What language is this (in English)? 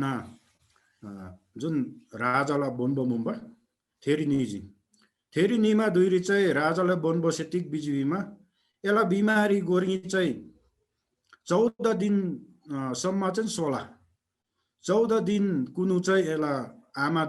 Eastern Tamang